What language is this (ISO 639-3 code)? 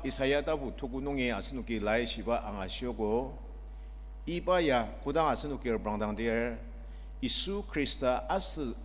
njo